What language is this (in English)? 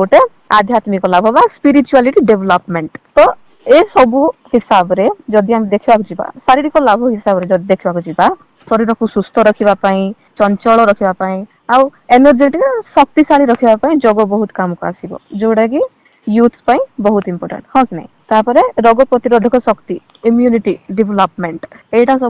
Odia